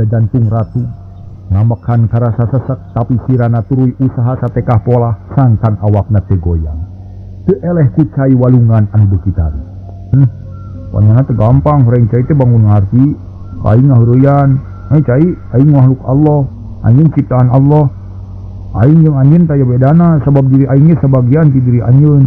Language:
Sundanese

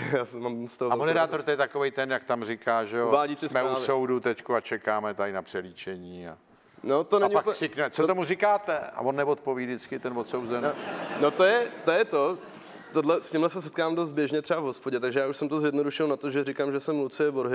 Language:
Czech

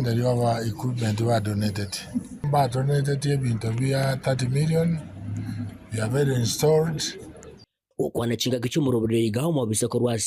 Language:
Gusii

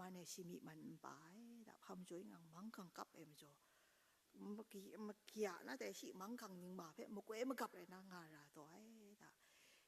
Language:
Kachin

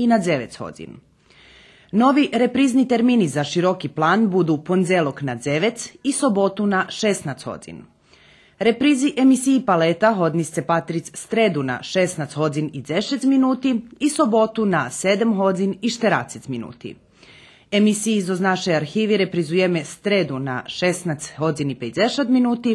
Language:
Rusyn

